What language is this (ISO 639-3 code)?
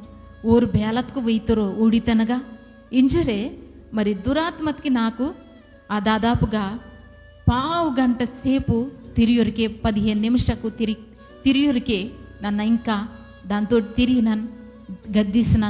kff